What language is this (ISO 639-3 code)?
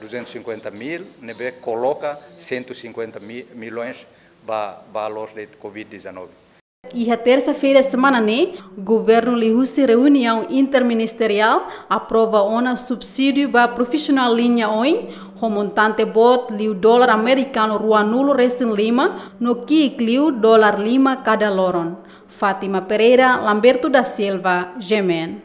tet